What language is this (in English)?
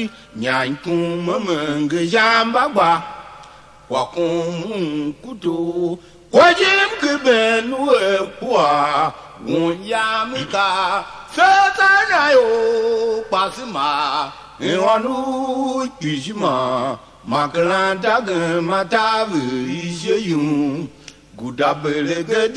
Tiv